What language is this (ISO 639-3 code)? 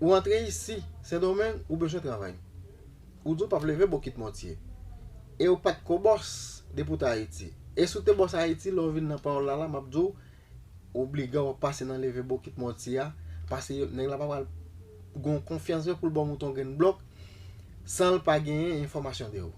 hat